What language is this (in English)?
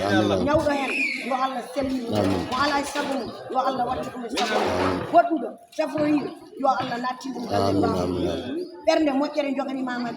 Fula